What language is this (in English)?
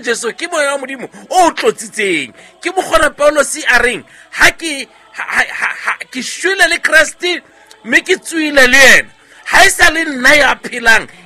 Southern Sotho